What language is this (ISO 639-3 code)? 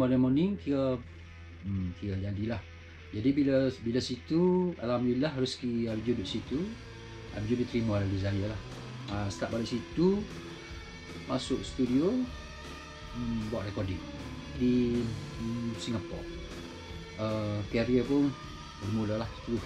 msa